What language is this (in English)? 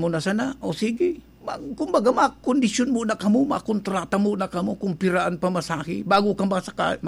Bikol